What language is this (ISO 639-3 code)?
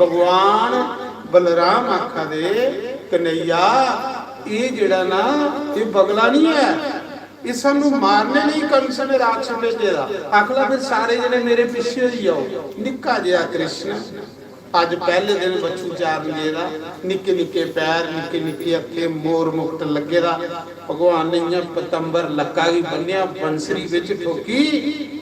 doi